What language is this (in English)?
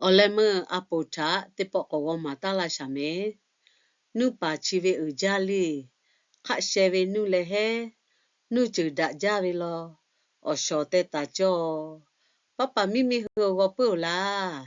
Lahu